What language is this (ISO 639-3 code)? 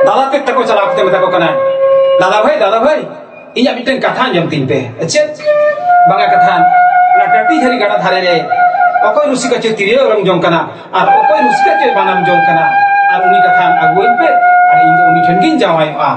sat